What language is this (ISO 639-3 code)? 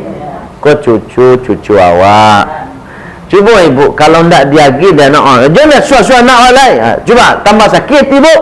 min